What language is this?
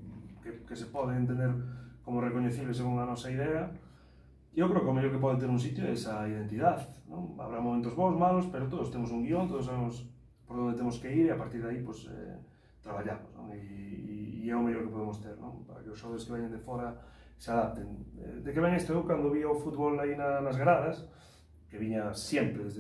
Galician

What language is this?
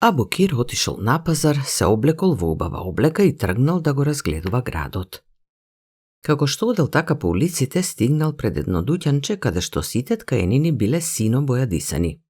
Macedonian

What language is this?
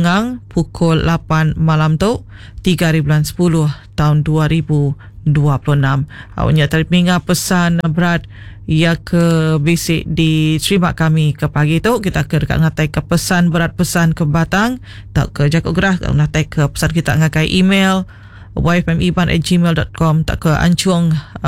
Iban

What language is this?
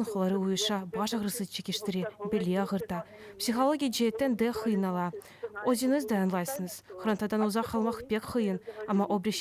Crimean Tatar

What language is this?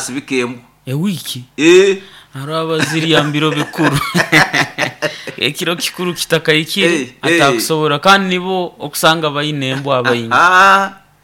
Nyoro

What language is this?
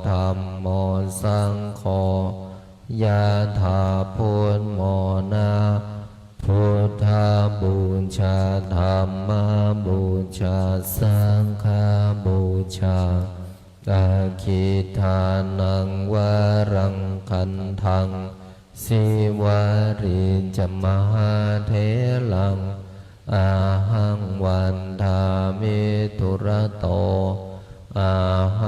Pali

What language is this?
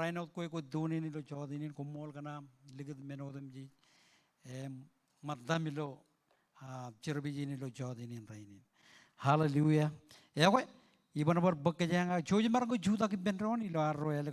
Marshallese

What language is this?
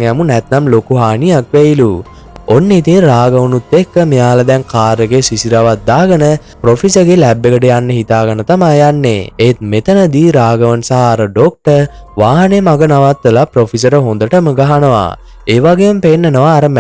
Sinhala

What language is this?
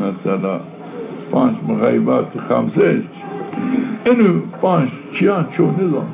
Zaza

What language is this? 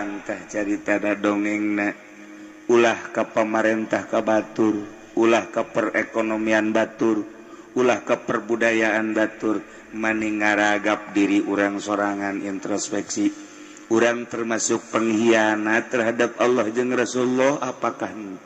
Sundanese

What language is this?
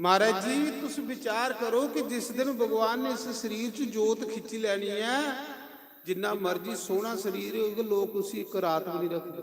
Dogri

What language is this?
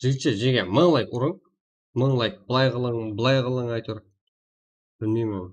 Kara-Kalpak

